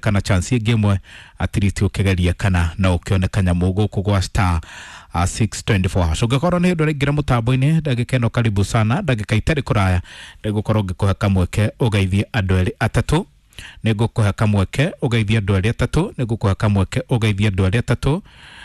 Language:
Kikuyu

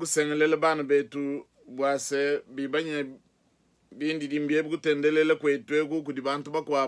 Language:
Luba-Lulua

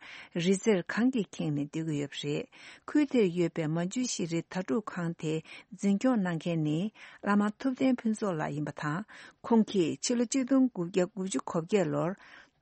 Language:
Tibetan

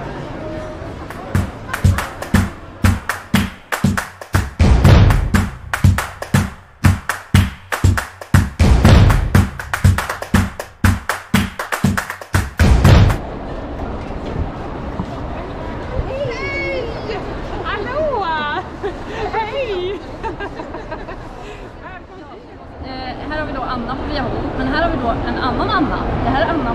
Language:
Swedish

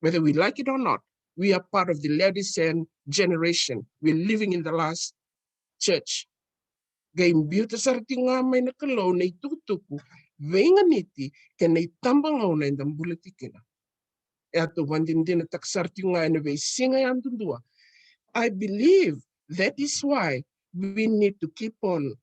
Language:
Fijian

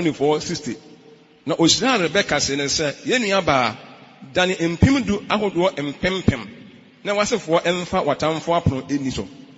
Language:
Akan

